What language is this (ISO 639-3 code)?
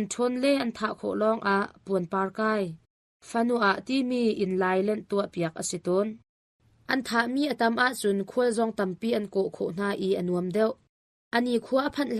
cnh